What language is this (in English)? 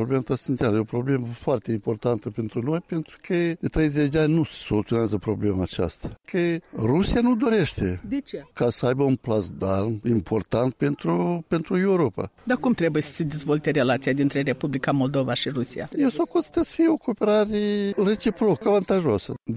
Romanian